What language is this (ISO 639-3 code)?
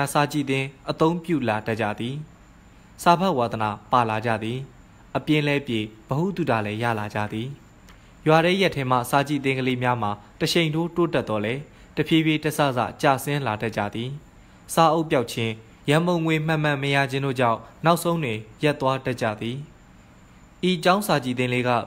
mya